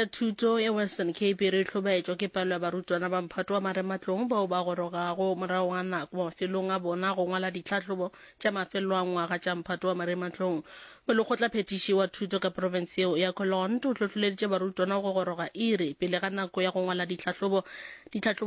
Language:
Northern Sotho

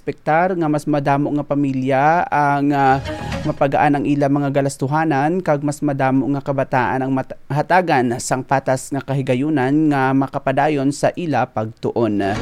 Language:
Hiligaynon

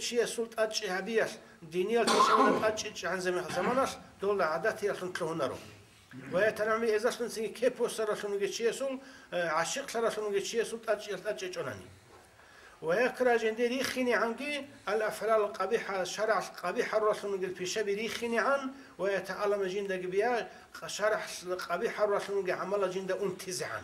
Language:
Avaric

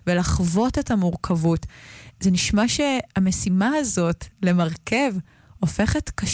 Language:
Hebrew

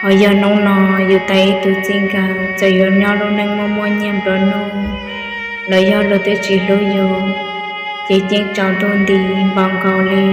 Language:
Hmong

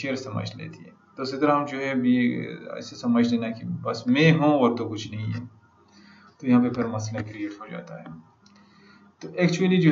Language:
Urdu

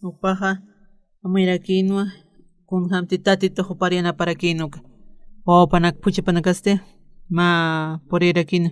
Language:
Aymara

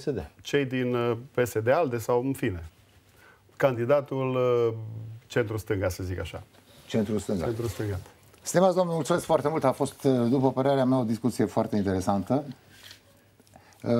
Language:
Romanian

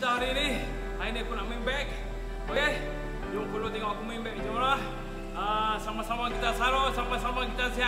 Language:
Malay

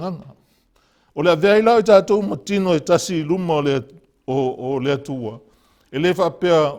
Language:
Samoan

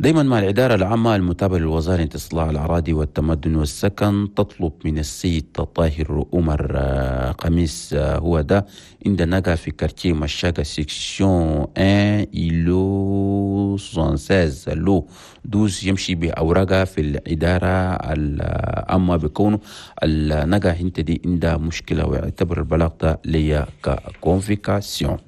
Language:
Chadian Arabic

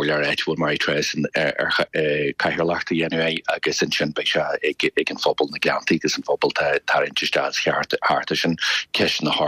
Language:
Irish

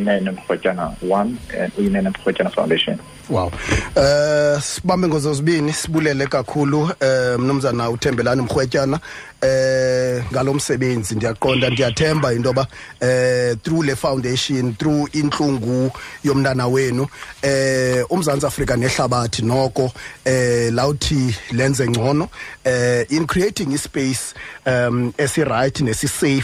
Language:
Xhosa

